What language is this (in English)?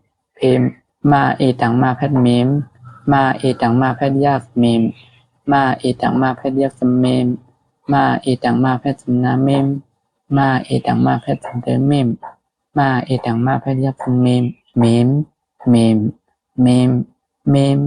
Shan